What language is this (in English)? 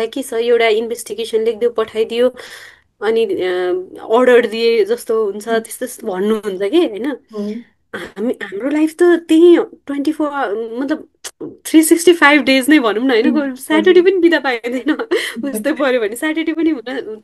Nepali